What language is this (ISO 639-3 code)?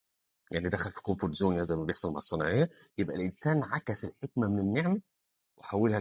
arz